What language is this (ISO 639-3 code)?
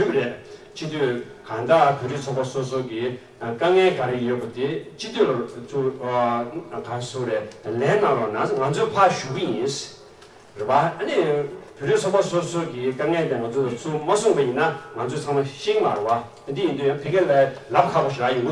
bod